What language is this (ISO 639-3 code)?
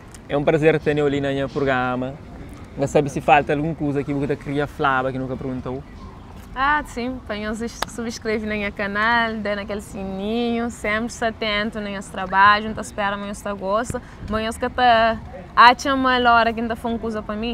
kea